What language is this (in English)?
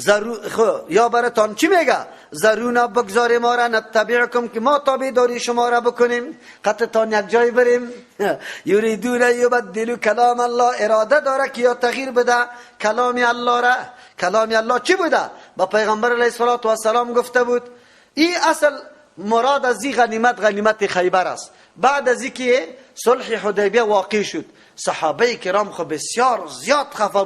Persian